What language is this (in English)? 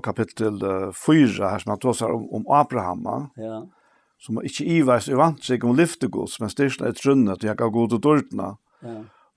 Faroese